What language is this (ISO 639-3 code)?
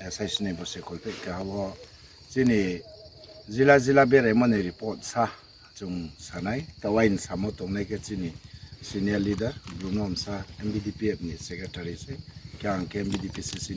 ria